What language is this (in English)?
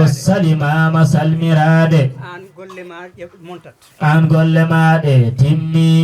Fula